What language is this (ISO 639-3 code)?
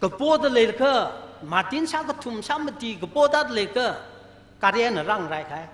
nmf